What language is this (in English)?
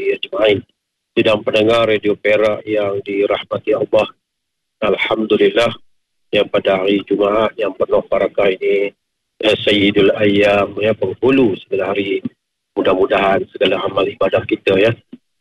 Malay